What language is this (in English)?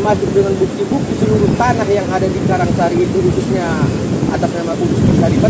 Indonesian